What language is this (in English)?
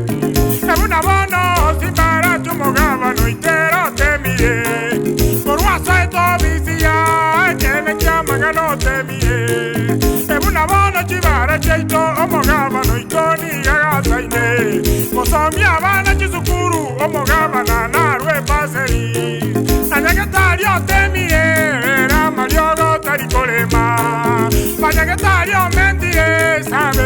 Gusii